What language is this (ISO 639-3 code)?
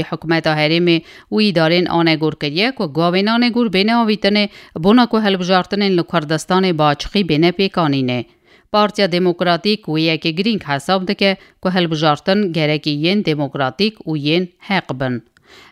kur